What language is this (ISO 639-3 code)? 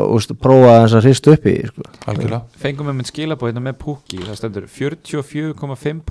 isl